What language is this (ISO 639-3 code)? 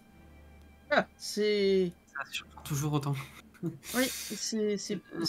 fra